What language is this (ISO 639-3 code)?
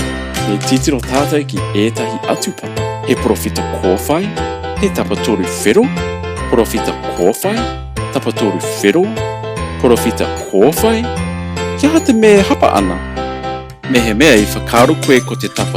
mri